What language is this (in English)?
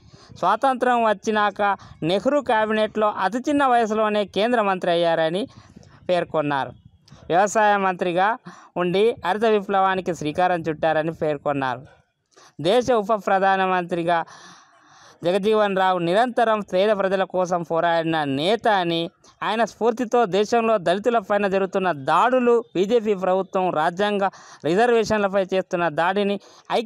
Telugu